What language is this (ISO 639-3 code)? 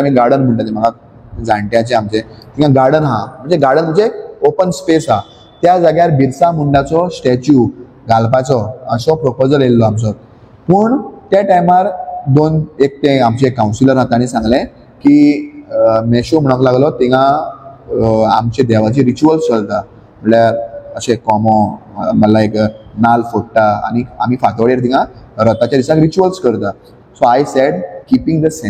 kok